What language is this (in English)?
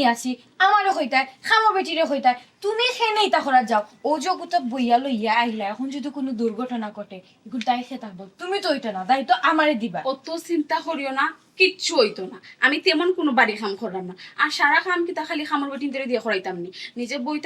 Sylheti